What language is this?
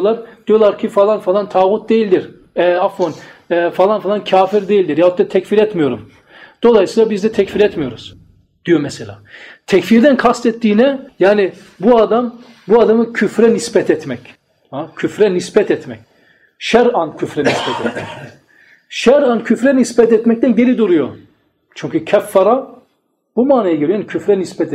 Turkish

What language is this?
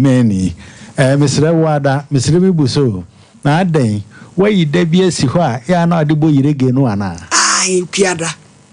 Akan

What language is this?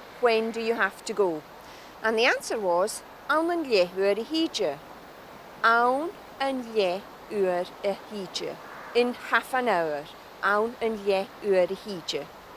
Scottish Gaelic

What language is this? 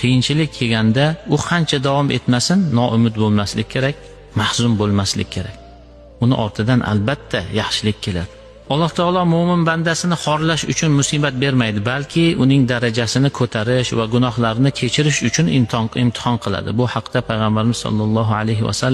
Uzbek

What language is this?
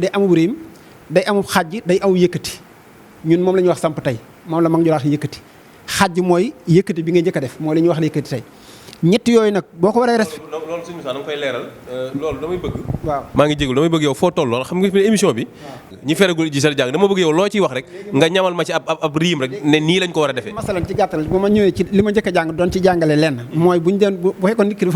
Wolof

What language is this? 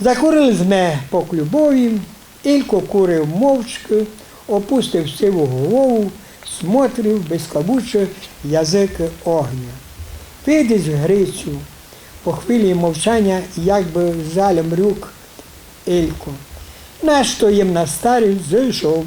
Rusyn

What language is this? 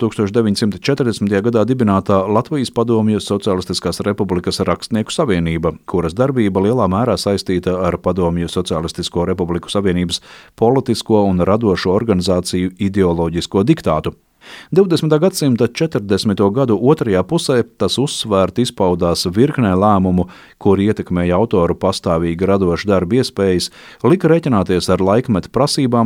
Latvian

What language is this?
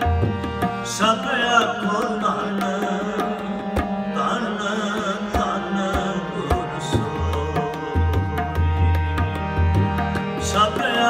Punjabi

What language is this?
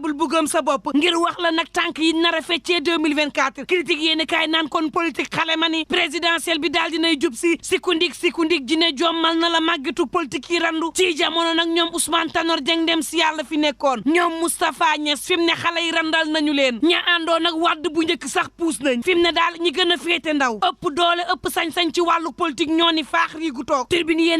Wolof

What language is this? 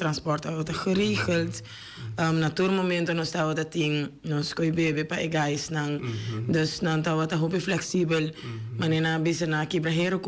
Papiamento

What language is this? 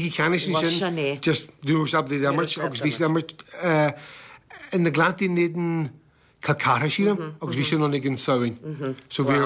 Irish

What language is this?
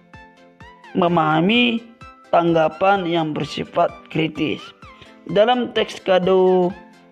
Indonesian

